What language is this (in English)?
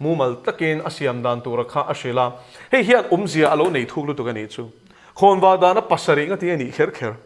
Mizo